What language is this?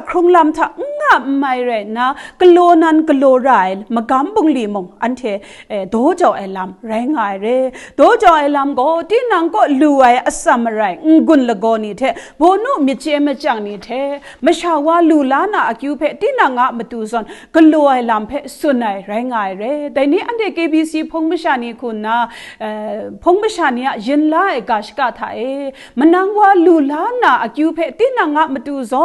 Kachin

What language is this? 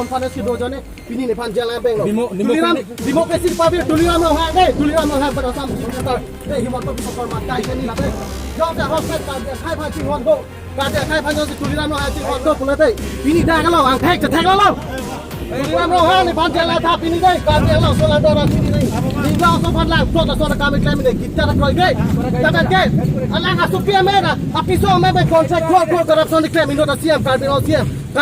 Karbi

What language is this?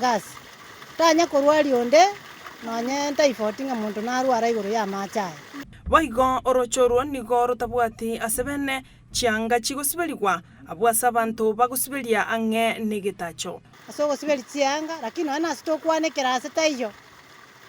Gusii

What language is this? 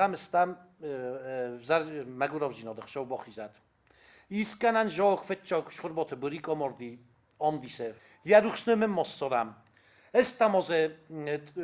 Ossetic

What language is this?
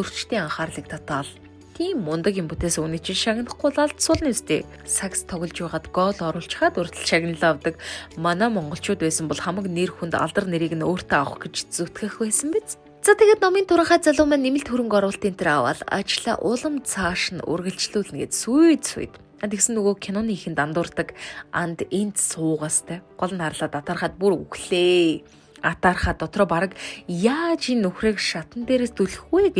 Mongolian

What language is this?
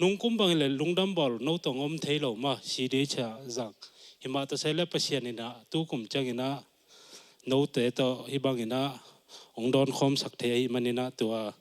Tedim Chin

